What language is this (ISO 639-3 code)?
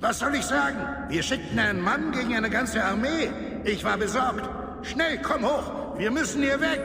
bar